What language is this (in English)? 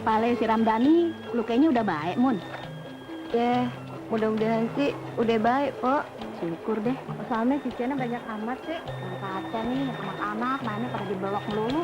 Betawi